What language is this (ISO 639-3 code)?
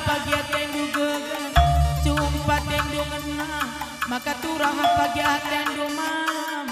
btx